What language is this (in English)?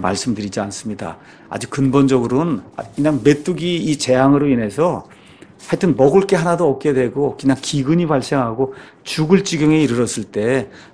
Korean